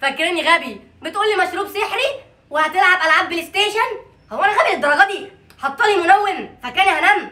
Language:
Egyptian Arabic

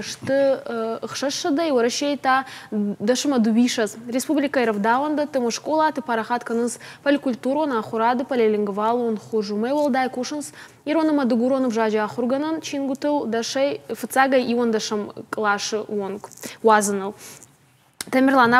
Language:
Ossetic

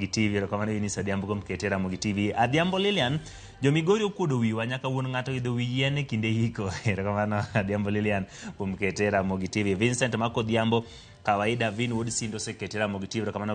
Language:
Luo (Kenya and Tanzania)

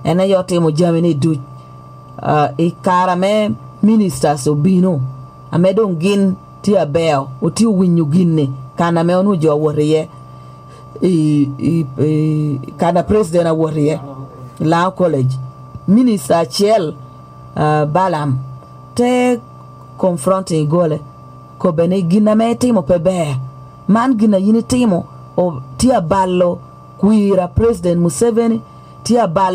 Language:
Lango (Uganda)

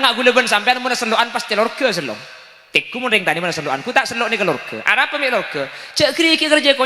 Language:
Madurese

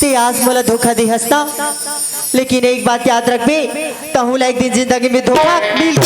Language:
Chhattisgarhi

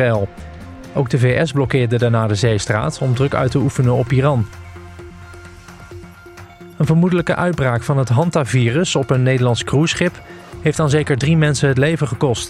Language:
Dutch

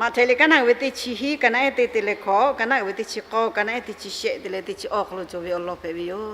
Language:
Lahu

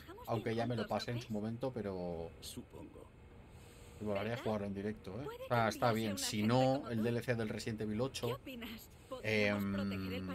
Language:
Spanish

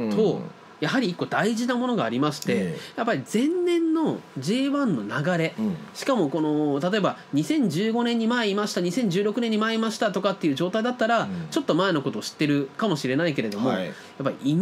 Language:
Japanese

